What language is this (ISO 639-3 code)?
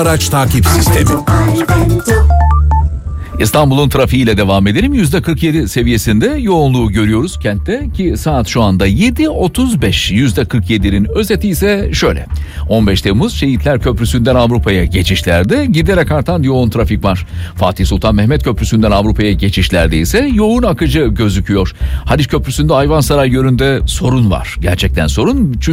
tur